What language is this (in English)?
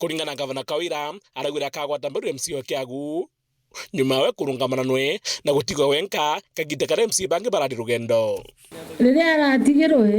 Meru